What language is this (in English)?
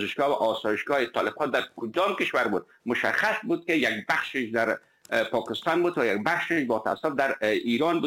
Persian